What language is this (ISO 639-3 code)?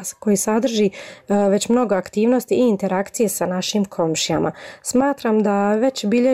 bos